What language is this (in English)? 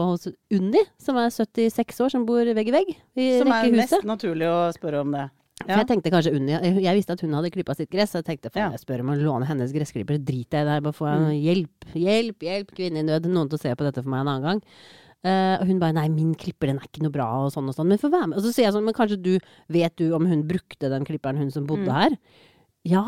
Norwegian